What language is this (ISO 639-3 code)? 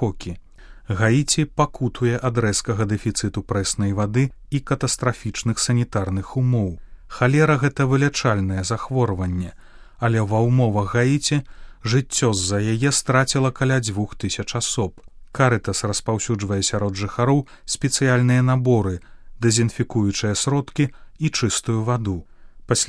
bel